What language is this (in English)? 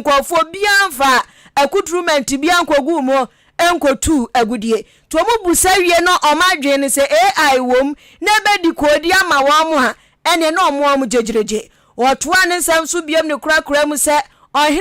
Akan